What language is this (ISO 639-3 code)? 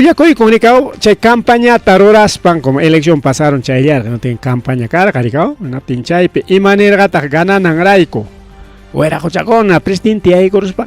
quy